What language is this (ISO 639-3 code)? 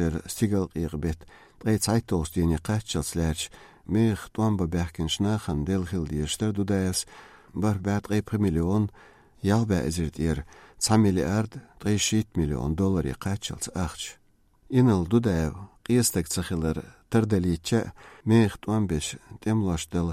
che